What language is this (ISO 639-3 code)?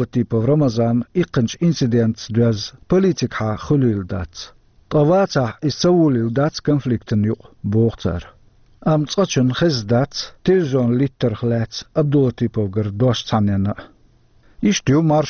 che